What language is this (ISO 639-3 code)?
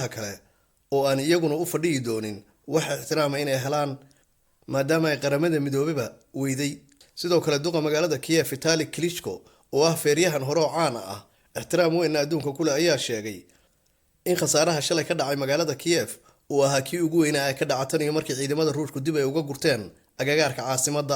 som